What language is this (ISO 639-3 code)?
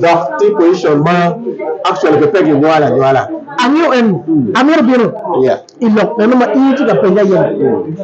ach